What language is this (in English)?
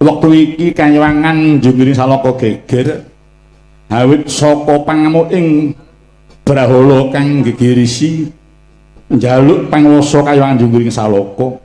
Javanese